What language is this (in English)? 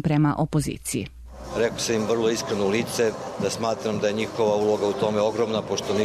Serbian